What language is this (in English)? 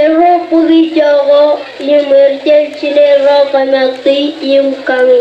Marshallese